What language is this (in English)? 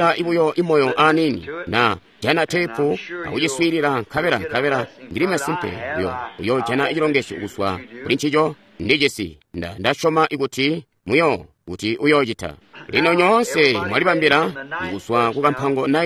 Tonga (Zambia)